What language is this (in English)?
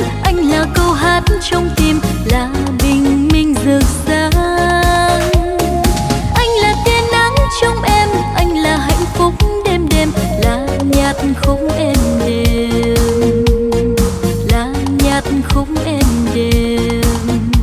Vietnamese